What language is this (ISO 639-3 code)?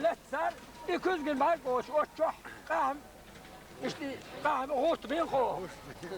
che